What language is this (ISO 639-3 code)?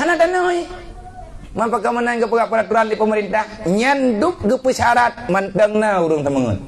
ace